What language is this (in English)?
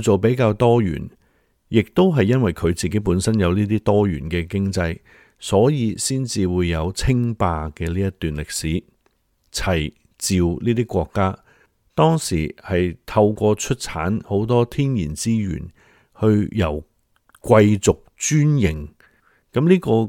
Cantonese